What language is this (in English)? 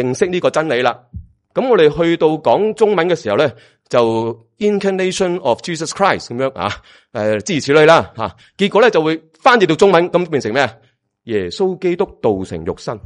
Cantonese